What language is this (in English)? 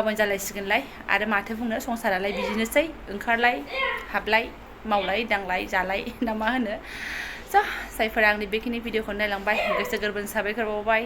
Bodo